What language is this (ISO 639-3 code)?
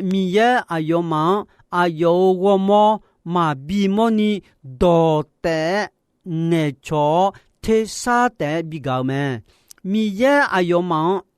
ahk